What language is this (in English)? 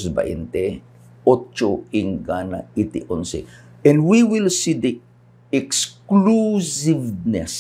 Iloko